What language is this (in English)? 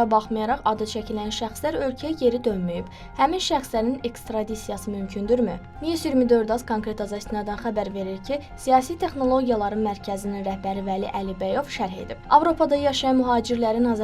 Azerbaijani